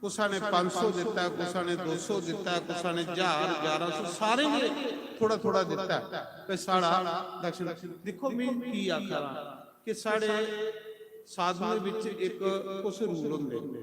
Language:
Dogri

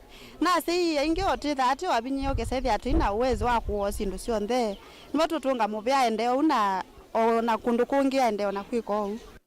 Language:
Kamba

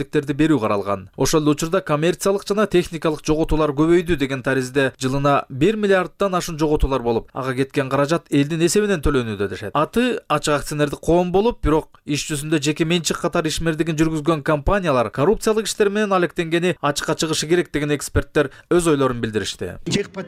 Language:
Kyrgyz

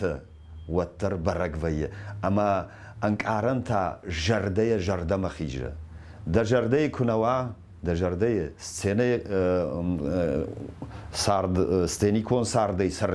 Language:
Ossetic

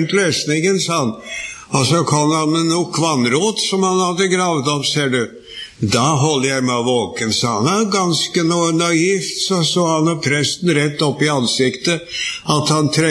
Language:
Norwegian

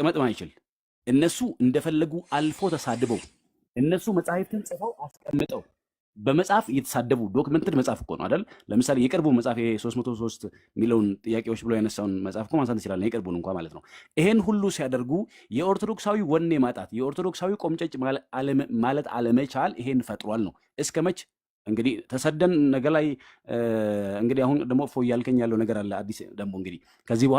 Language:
Amharic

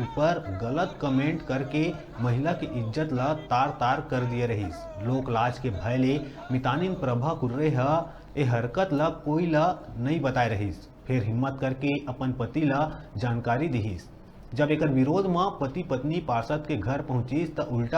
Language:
Chhattisgarhi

